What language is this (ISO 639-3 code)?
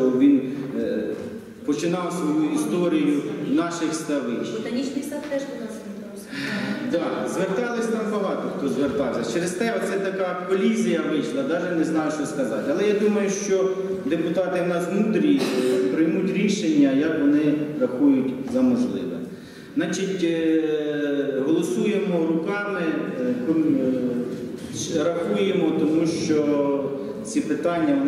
ukr